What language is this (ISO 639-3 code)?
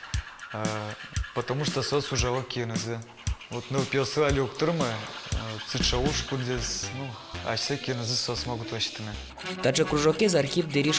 udm